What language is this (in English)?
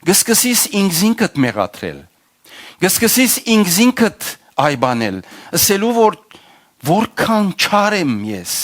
Western Armenian